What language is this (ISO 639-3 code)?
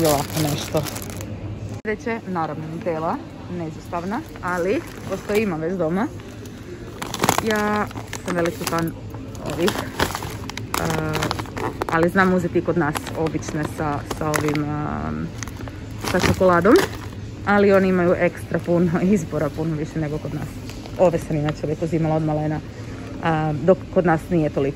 hrv